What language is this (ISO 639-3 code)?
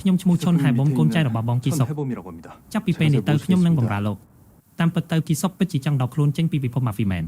khm